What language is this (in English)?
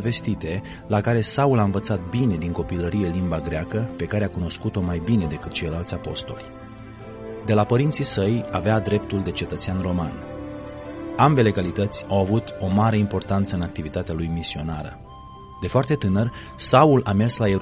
Romanian